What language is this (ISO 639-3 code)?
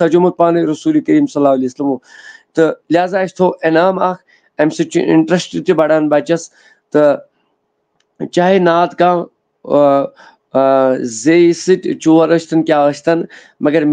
kas